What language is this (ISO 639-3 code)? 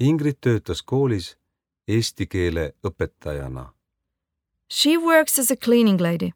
est